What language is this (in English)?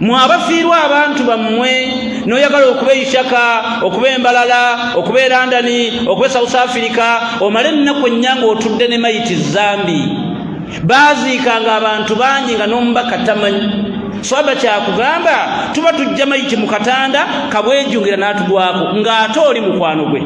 Ganda